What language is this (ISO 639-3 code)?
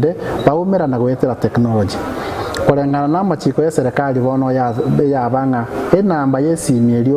guz